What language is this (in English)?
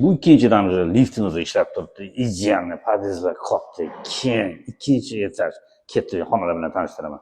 Uzbek